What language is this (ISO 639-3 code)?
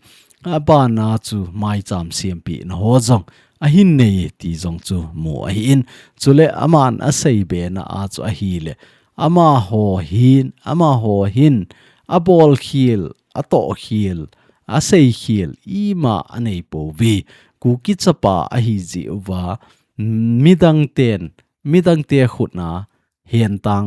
tcz